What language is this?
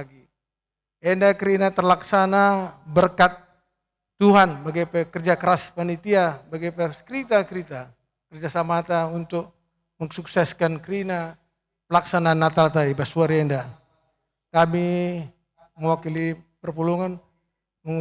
Batak Karo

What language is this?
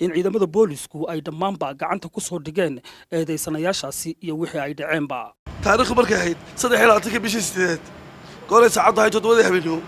Somali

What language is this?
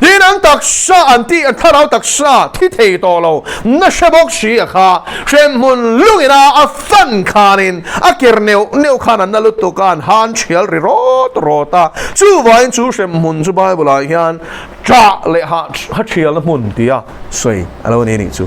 Mizo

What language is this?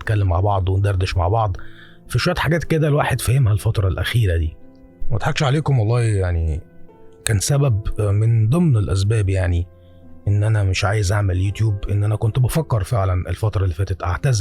Egyptian Arabic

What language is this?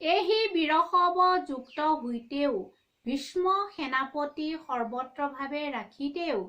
Assamese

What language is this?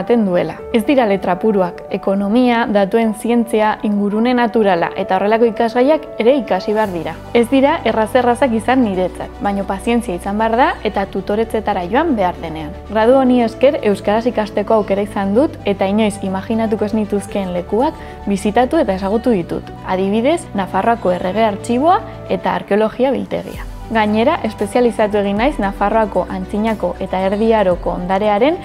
Basque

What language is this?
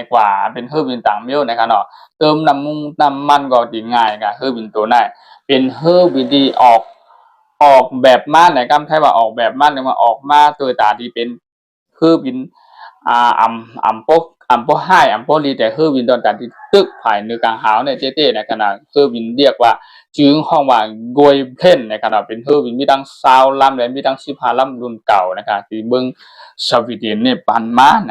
Shan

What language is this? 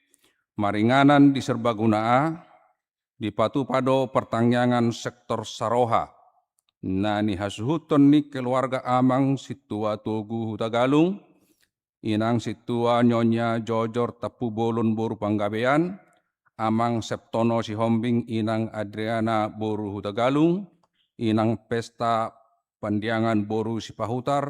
Batak Toba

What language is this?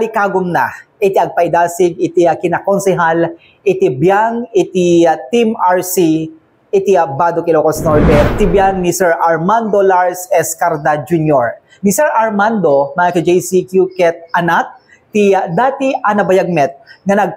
Iloko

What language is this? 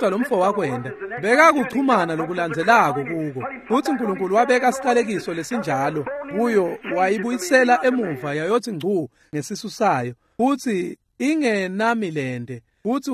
Swati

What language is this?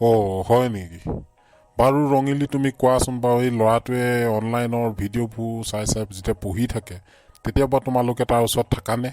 Assamese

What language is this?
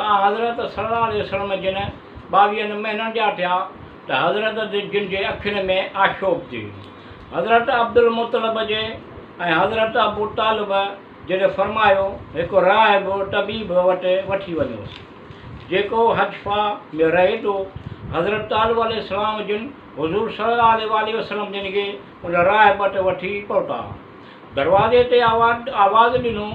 Sindhi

